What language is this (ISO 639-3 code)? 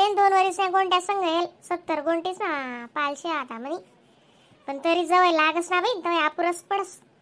khn